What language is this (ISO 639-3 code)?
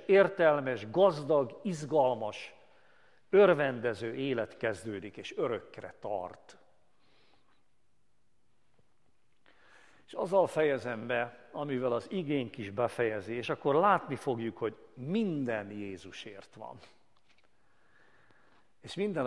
hun